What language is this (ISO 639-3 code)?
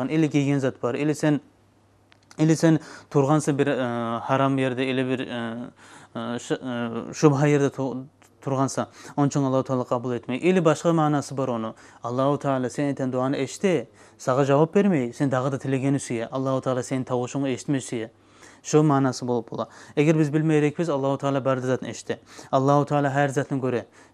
kum